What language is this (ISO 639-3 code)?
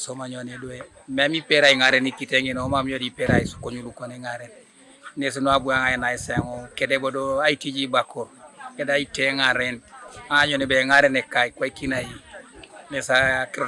teo